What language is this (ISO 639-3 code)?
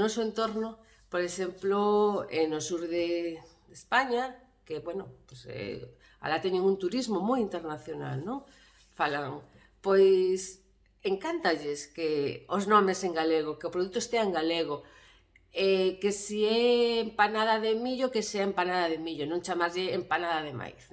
glg